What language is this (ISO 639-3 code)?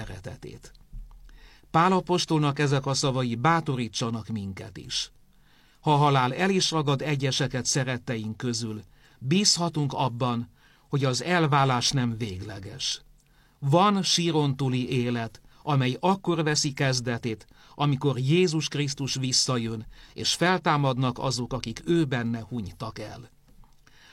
hun